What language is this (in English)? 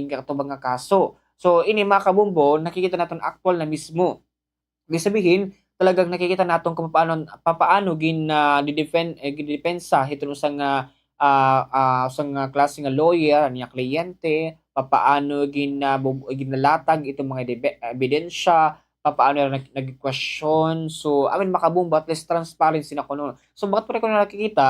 Waray